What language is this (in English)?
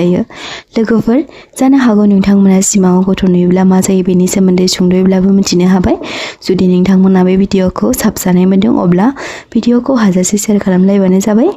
Bodo